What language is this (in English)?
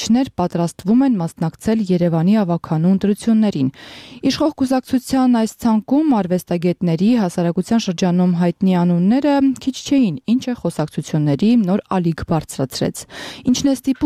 Armenian